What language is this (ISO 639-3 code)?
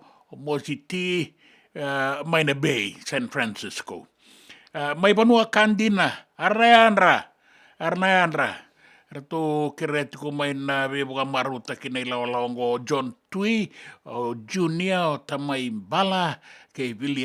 fij